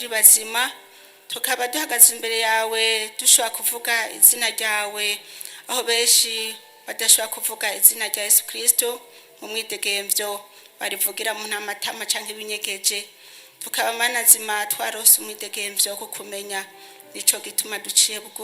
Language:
Rundi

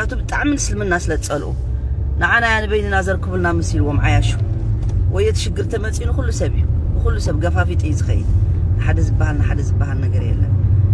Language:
Tigrinya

